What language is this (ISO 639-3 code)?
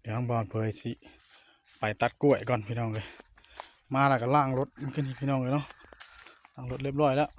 tts